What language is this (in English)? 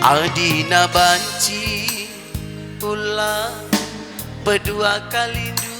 Batak Karo